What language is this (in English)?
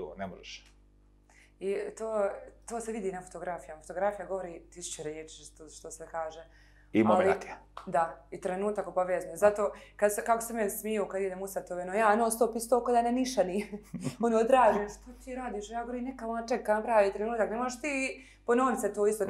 Bosnian